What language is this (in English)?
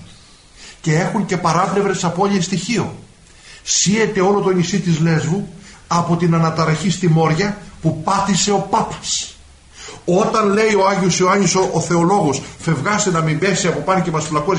Greek